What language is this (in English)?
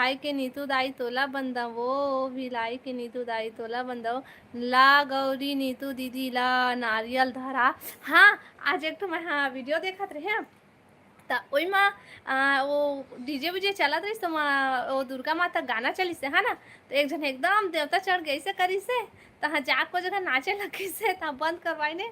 Chhattisgarhi